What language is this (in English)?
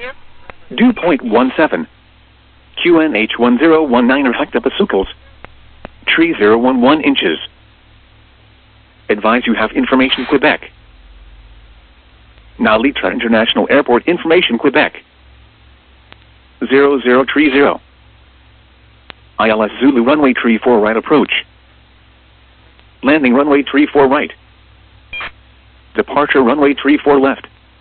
English